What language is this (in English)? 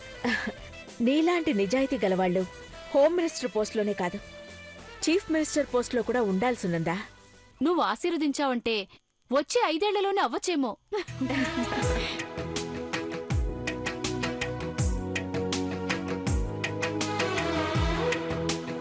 Telugu